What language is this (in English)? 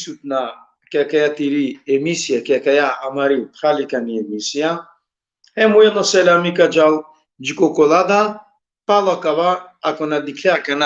Balkan Romani